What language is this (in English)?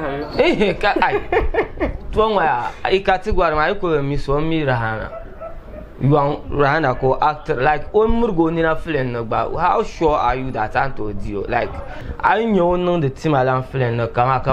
Dagbani